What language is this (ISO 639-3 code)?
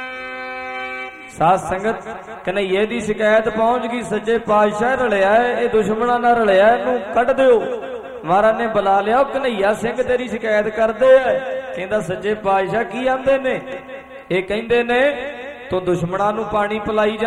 pan